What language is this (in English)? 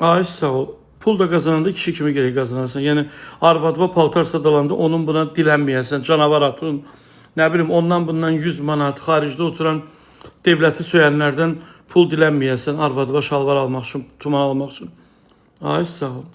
Azerbaijani